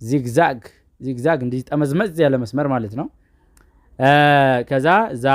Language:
Amharic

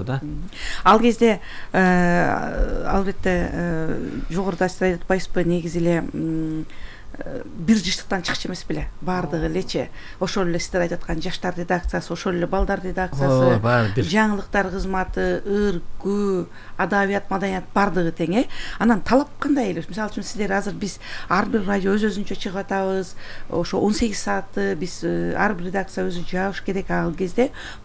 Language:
Kyrgyz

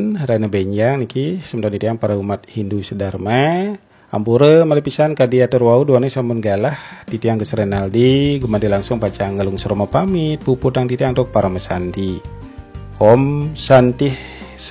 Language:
Balinese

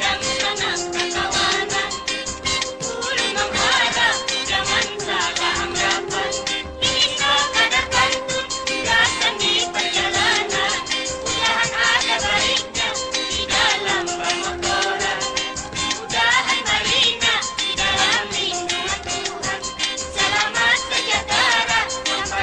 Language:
Banjar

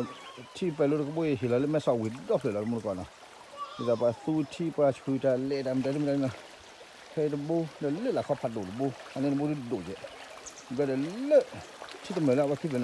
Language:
S'gaw Karen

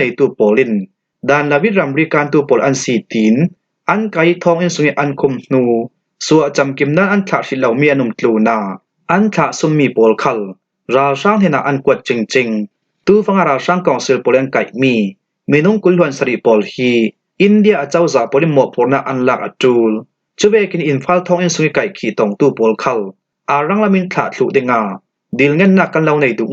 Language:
Falam Chin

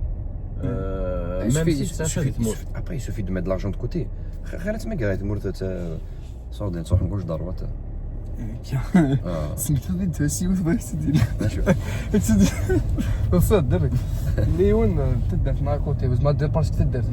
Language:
Kabyle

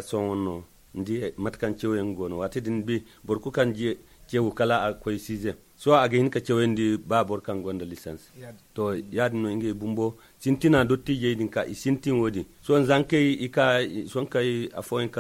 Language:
Zarma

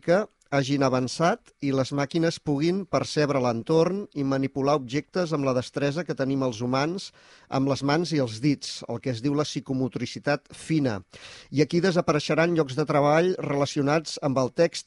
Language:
Catalan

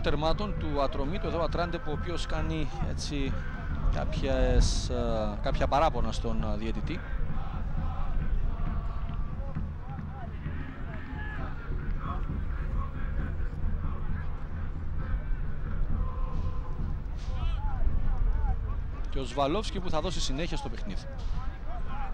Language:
Greek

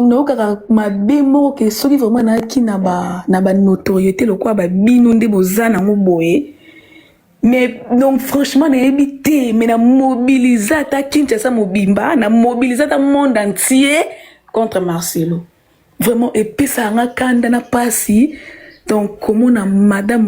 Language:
Lingala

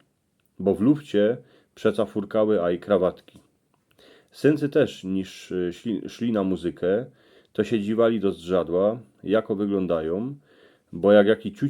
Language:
Silesian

